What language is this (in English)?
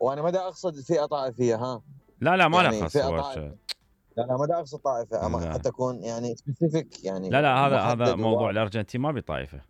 Mesopotamian Arabic